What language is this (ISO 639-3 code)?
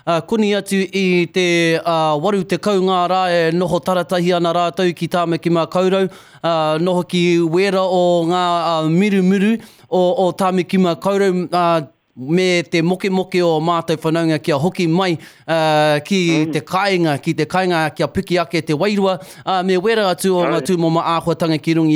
mri